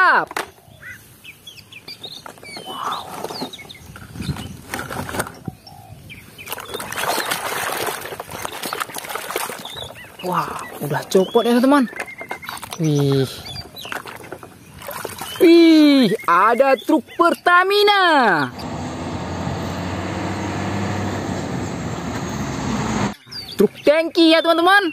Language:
Indonesian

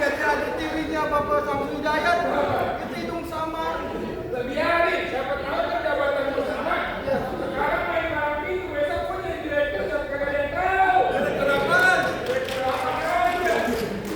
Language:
Betawi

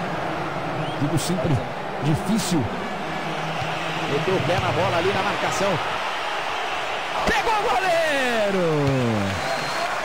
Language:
Portuguese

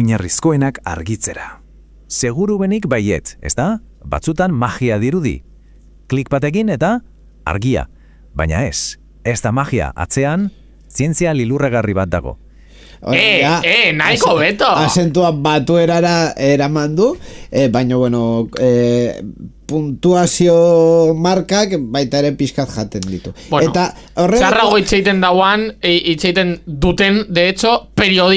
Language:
Basque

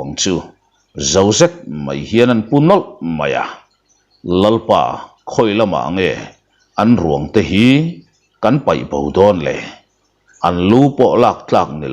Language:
Mizo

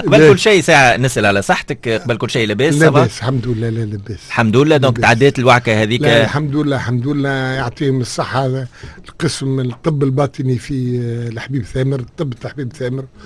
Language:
Tunisian Arabic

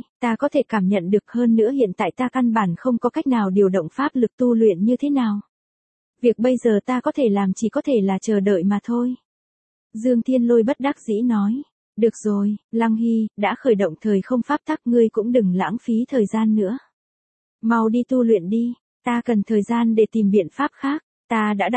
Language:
Vietnamese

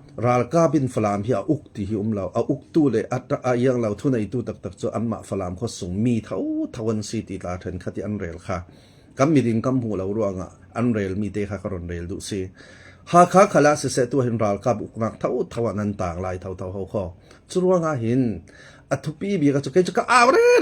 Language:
Falam Chin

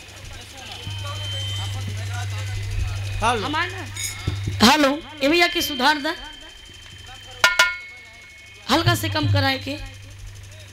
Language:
Bhojpuri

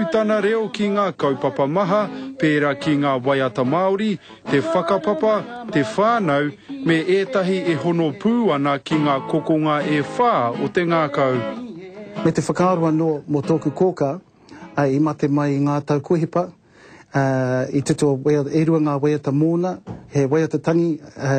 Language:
Māori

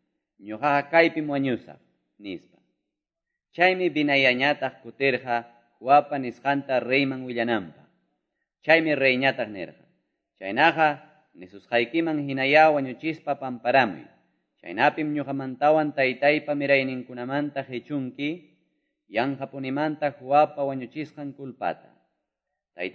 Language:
Quechua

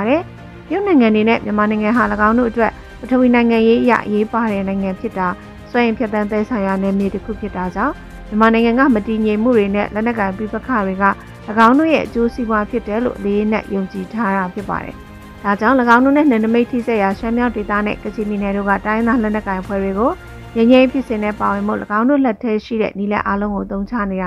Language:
Burmese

